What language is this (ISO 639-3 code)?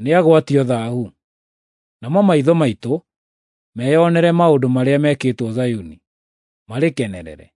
kik